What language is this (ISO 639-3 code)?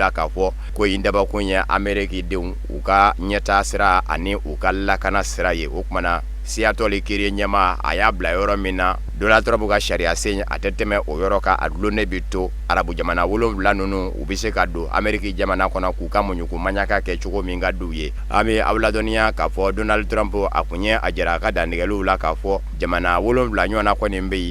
bam